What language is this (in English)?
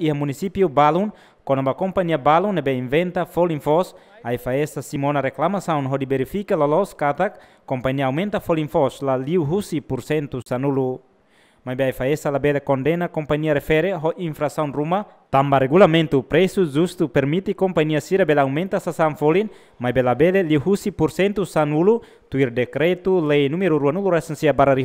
Tetum